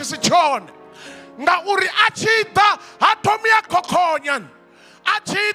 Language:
Venda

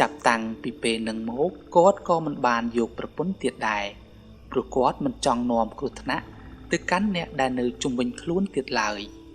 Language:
Khmer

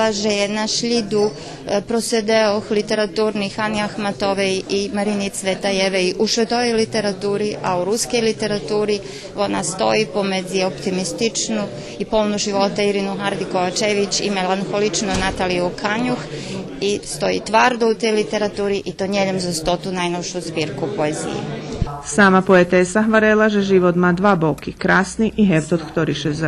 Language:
Rusyn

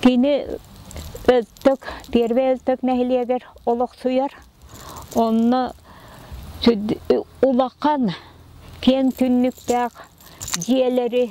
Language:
Yakut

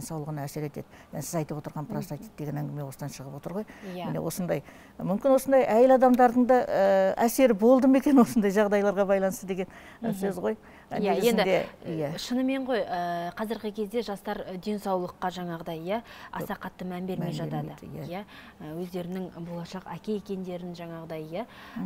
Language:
Kazakh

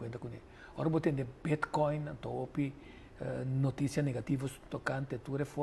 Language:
Papiamento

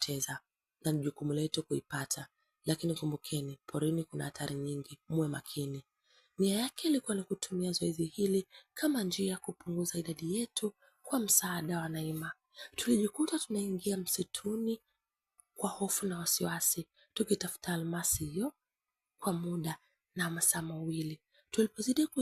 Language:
Swahili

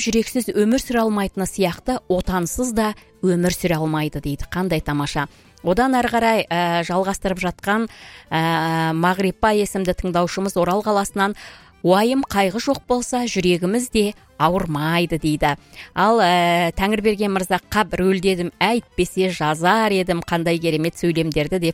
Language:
Kazakh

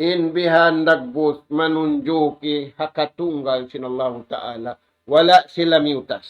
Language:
Tausug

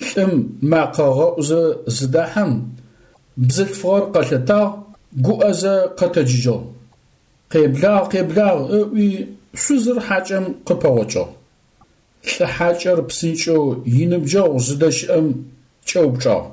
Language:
Adyghe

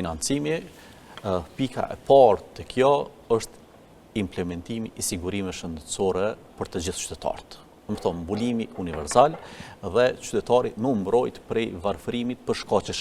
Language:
Albanian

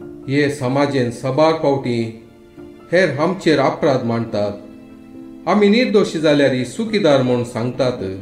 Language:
Konkani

